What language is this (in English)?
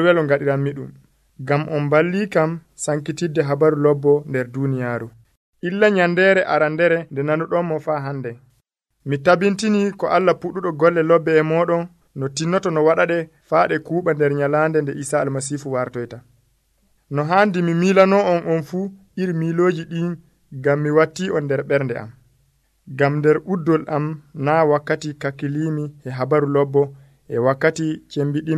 Nigerian Fulfulde